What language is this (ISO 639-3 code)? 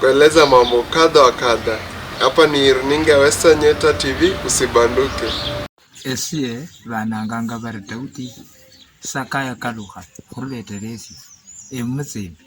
luy